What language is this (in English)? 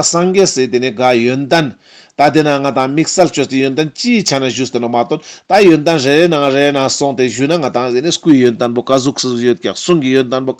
Ladakhi